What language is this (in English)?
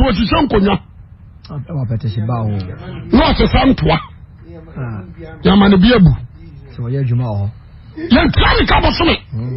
Akan